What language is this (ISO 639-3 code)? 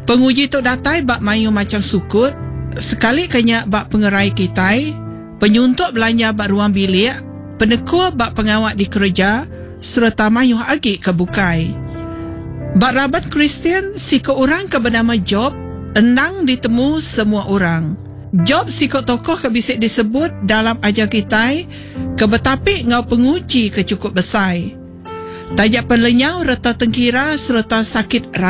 iba